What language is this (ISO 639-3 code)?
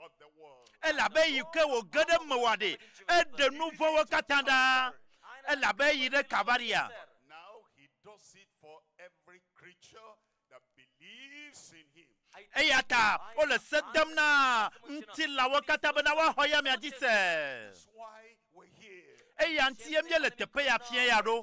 ewe